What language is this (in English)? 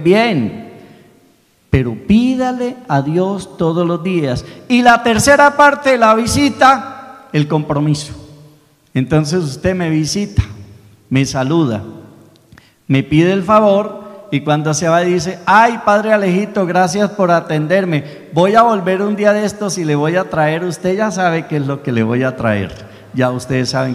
Spanish